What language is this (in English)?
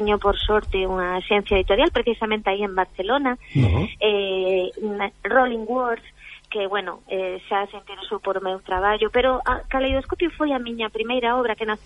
Galician